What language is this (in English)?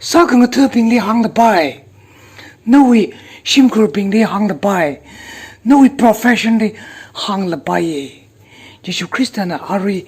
Tangkhul Naga (India)